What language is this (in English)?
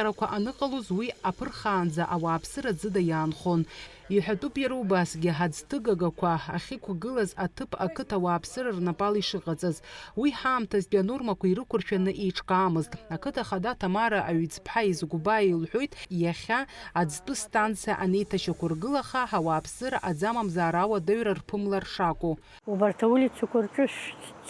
Abkhazian